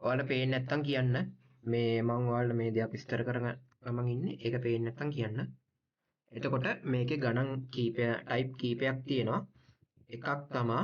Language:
Sinhala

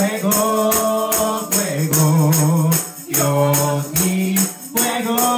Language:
Spanish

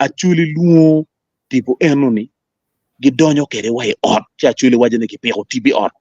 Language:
Acoli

